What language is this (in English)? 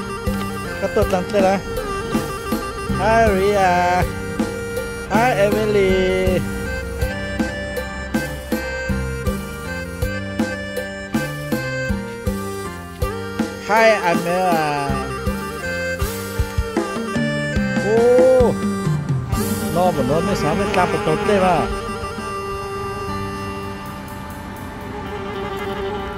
Vietnamese